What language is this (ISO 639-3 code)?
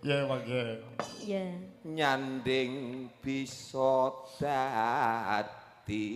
jav